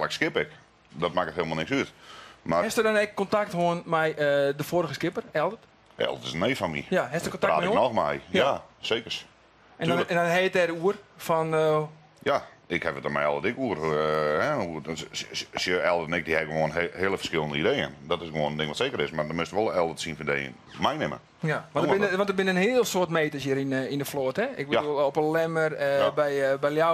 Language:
Western Frisian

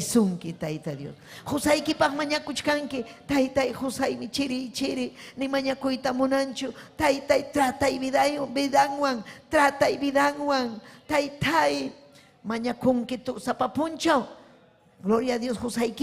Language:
Ayacucho Quechua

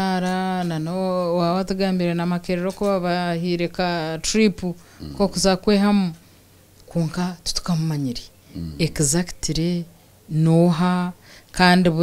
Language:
Nyankole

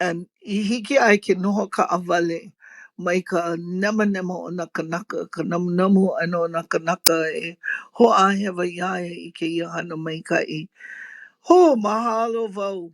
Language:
Hawaiian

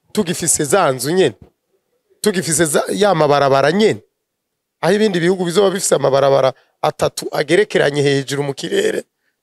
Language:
Rundi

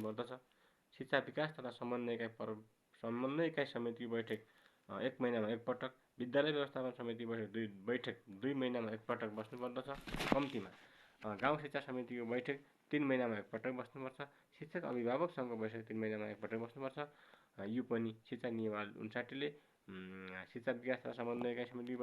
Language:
Nepali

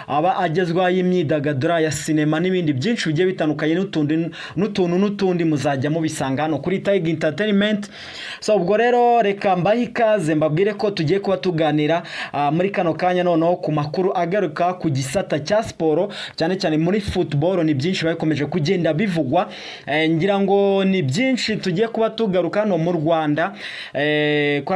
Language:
Kinyarwanda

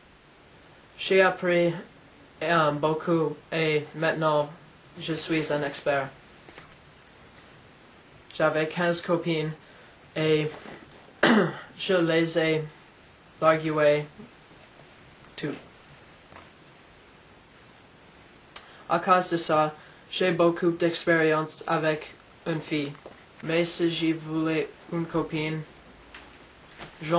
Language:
French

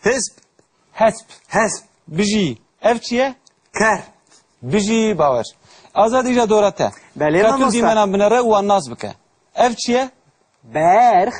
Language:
Kurdish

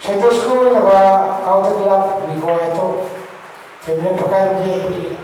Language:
Pohnpeian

